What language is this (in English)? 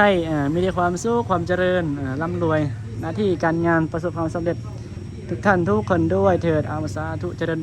Northeastern Thai